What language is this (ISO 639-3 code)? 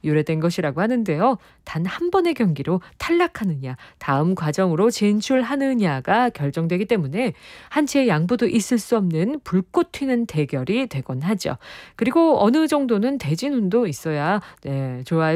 kor